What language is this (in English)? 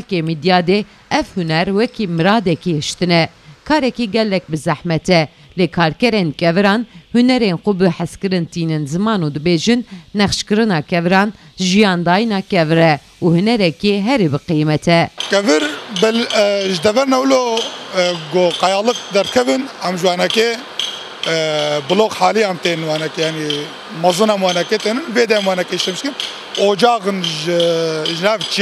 Kurdish